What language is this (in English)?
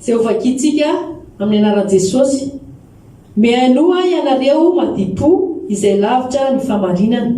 Malagasy